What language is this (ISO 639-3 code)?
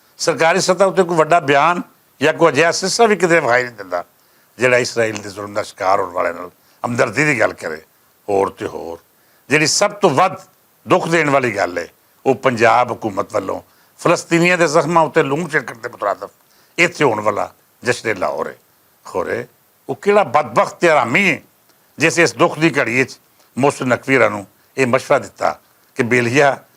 lah